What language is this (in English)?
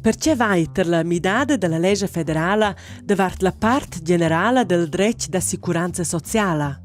Romansh